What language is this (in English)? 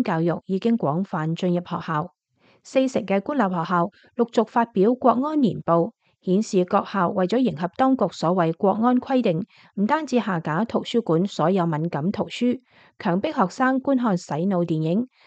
Cantonese